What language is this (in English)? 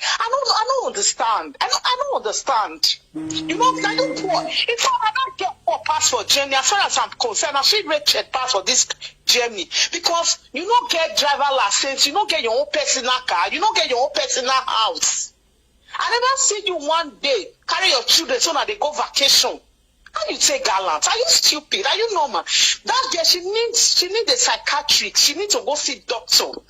Nigerian Pidgin